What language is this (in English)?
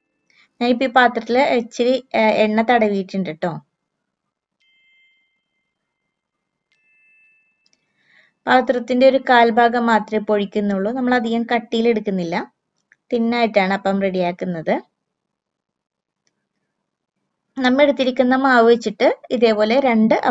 Malayalam